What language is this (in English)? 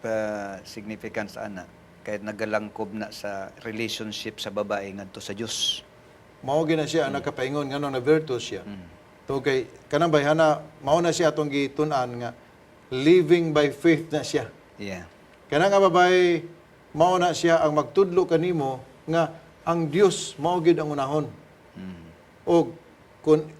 Cebuano